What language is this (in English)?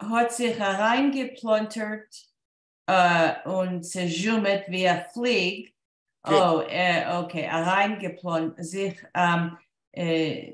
Yiddish